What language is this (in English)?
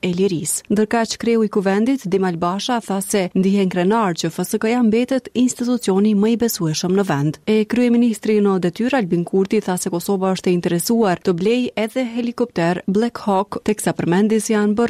Albanian